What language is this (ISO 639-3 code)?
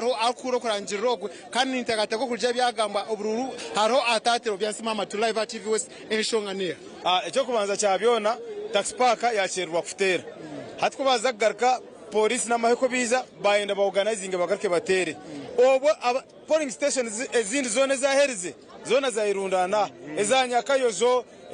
nyn